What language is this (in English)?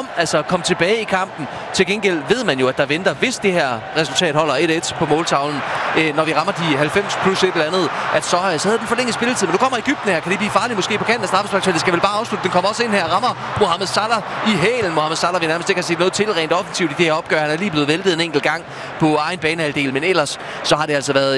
Danish